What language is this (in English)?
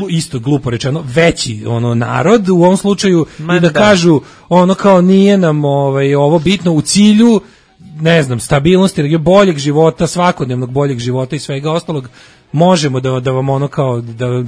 Serbian